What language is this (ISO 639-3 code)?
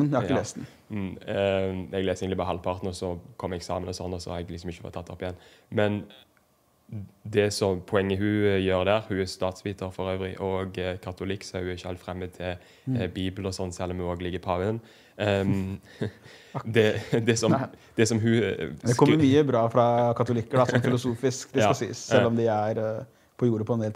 nor